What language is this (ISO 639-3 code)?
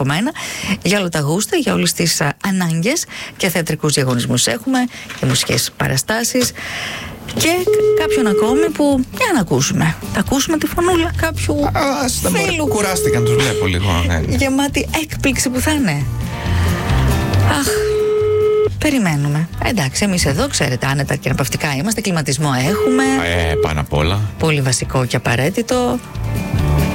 ell